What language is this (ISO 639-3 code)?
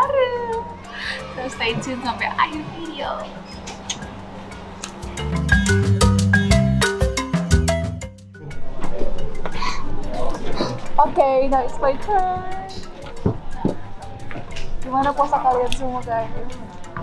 ind